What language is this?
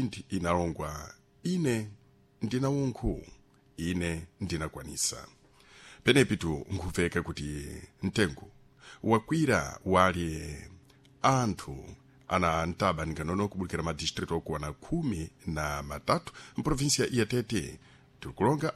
Sena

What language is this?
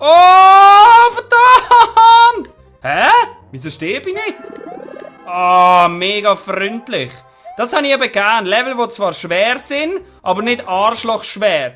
Swiss German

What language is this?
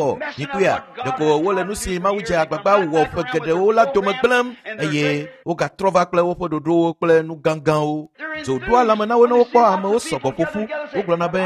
Ewe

